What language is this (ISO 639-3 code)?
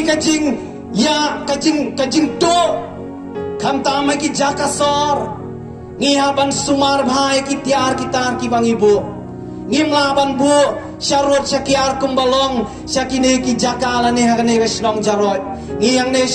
kha